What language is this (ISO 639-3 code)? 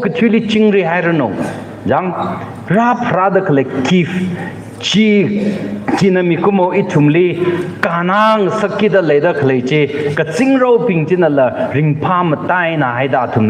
nmf